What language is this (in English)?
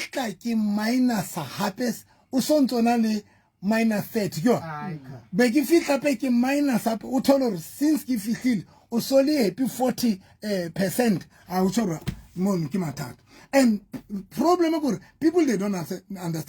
Southern Sotho